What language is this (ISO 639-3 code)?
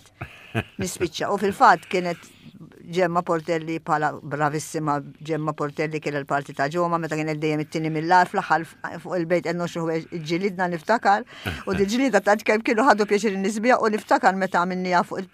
mlt